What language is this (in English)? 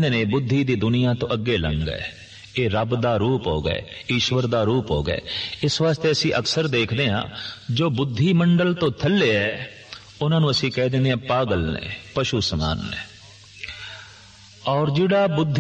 Punjabi